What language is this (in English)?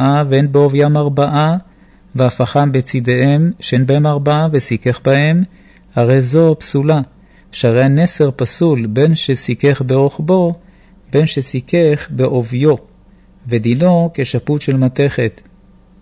Hebrew